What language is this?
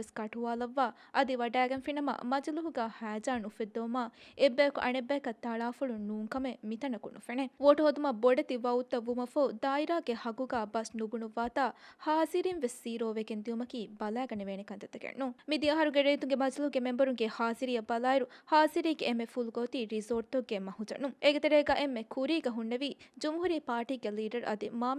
Divehi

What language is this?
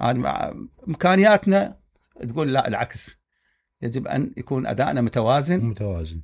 Mesopotamian Arabic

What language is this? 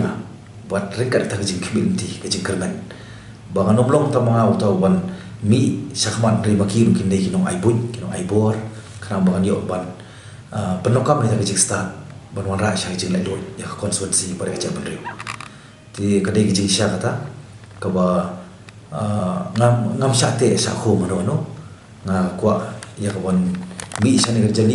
Khasi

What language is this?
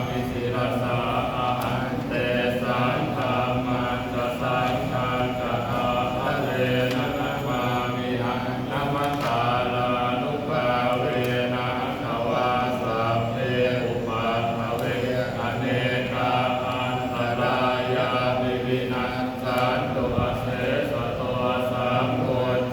Pali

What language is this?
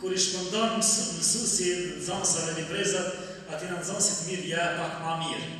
Albanian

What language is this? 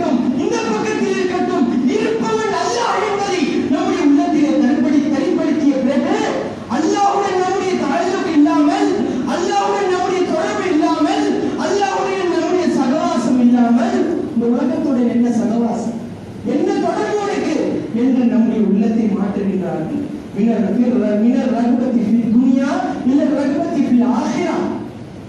Tamil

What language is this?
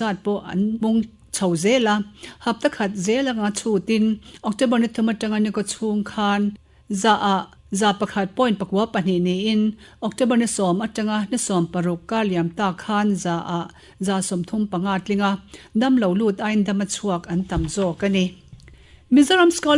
Mizo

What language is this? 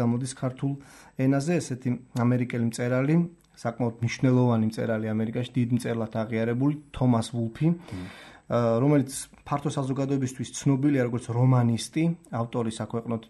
Georgian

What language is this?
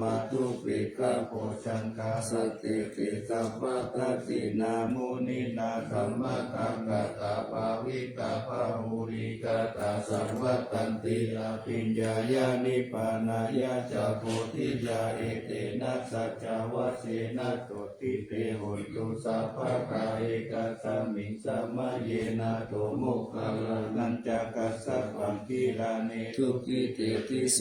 Pali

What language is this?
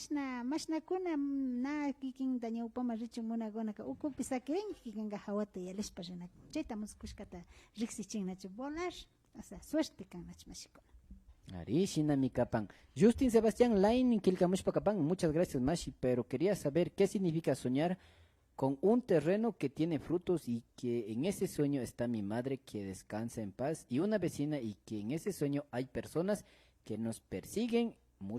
Imbabura Highland Quichua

